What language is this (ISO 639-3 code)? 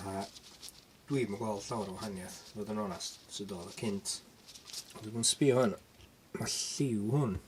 cym